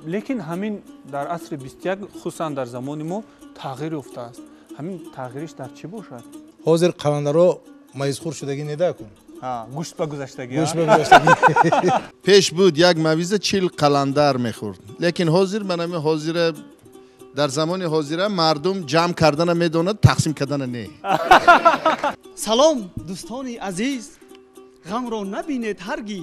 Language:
Tajik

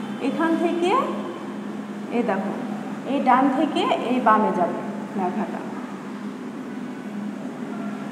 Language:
Bangla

